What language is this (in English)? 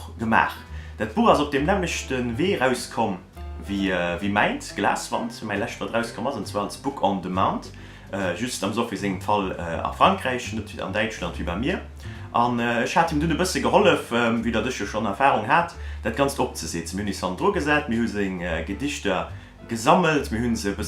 Luxembourgish